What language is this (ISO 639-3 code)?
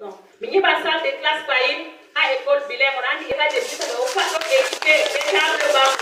ful